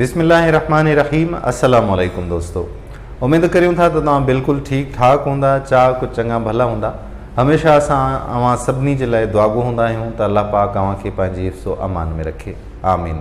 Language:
Sindhi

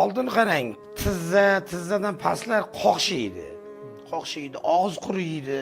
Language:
Uzbek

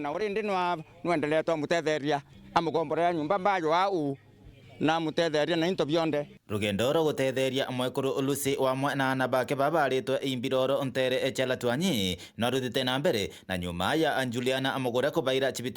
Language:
Meru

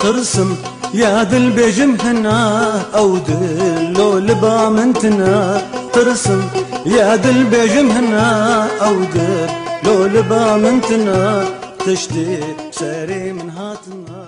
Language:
Kurdish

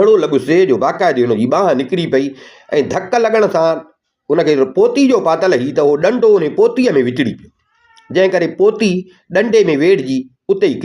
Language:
Sindhi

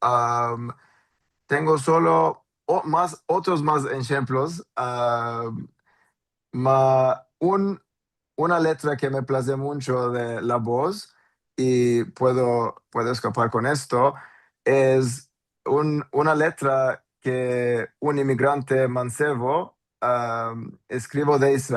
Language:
Ladino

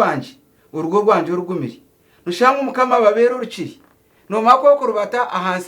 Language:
Nyankole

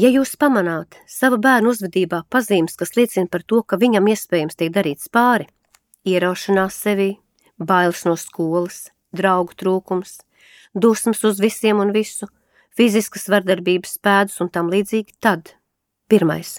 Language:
Latvian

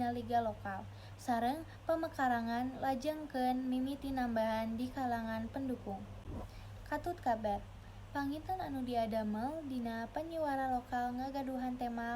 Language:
Sundanese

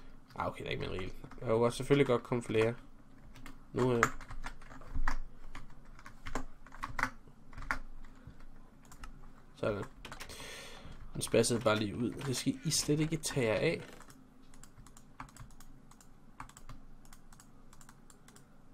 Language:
Danish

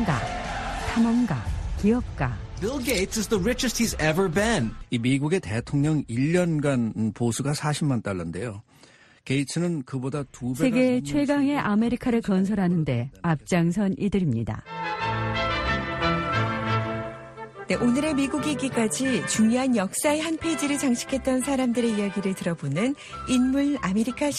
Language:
Korean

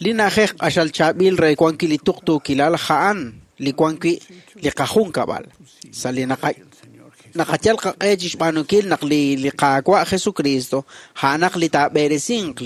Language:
Kekchí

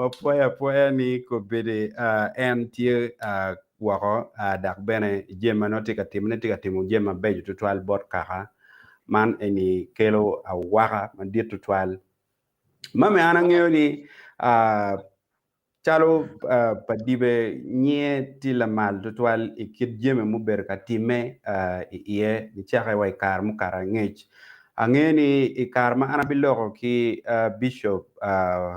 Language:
Acoli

